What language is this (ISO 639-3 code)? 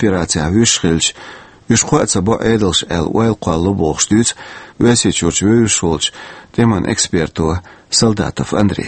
che